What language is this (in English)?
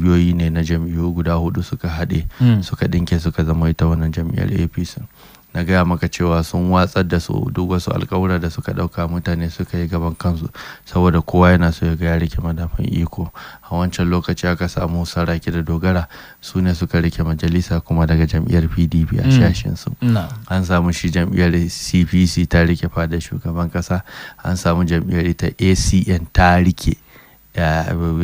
Hausa